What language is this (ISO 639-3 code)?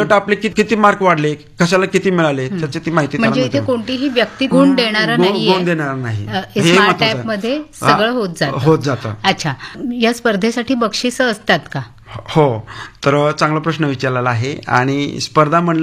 mar